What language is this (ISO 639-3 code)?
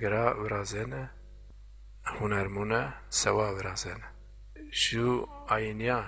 zza